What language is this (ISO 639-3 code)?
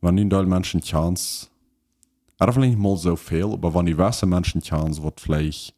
pdt